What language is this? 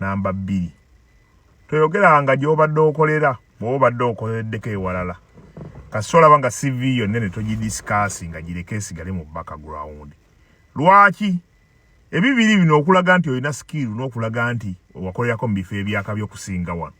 Ganda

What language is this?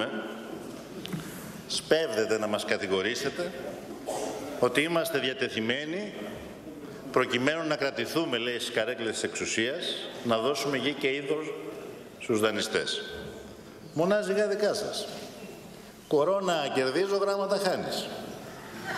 Greek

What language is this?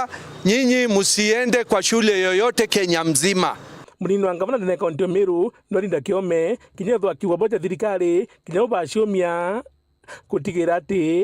Meru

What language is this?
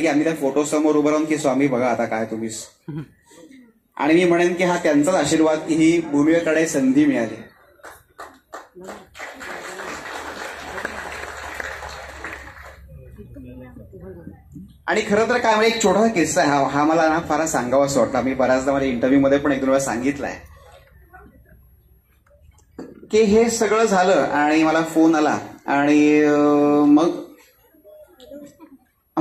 Marathi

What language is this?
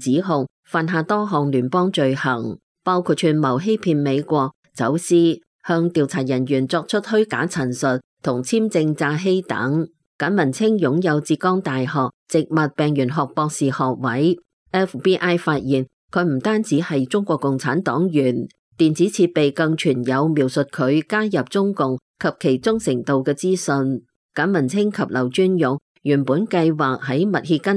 Cantonese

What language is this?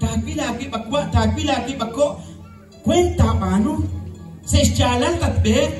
Kekchí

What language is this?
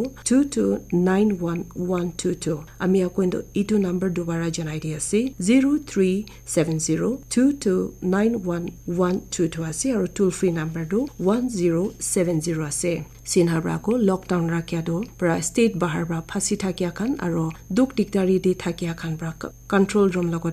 Naga Pidgin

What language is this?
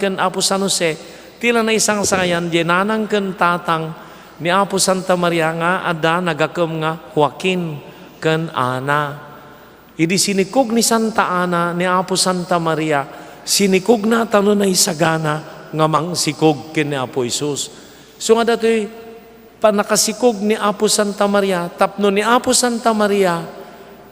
Iloko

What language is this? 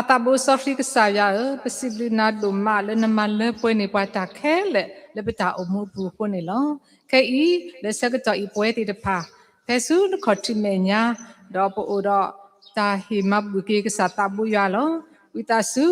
S'gaw Karen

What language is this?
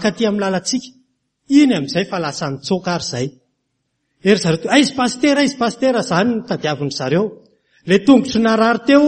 Malagasy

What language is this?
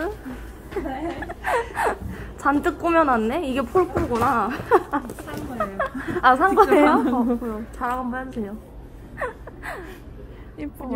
Korean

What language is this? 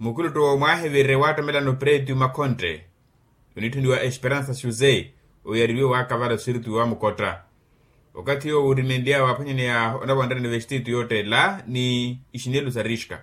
Makhuwa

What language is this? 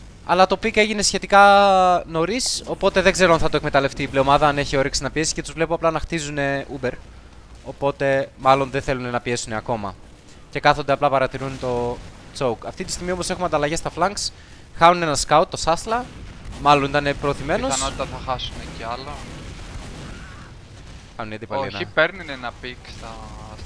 Greek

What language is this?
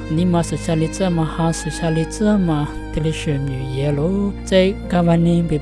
Lisu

